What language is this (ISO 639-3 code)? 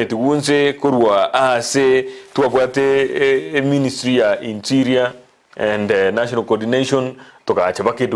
guz